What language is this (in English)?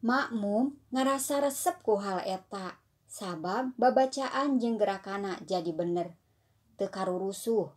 Sundanese